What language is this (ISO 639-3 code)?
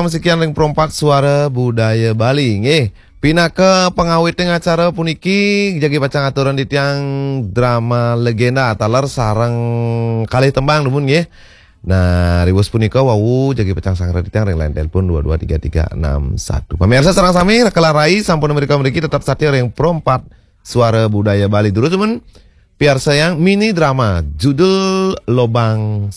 ban